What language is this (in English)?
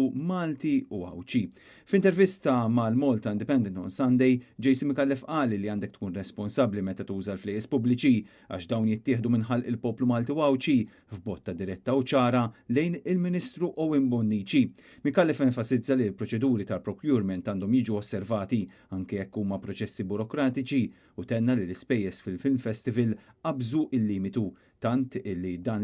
Maltese